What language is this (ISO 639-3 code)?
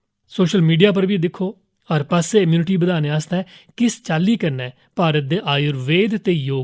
doi